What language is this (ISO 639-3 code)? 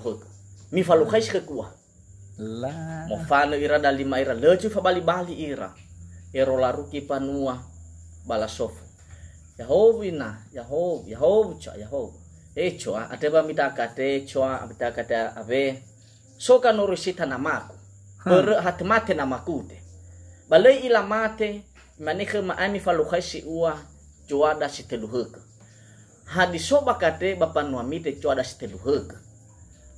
nia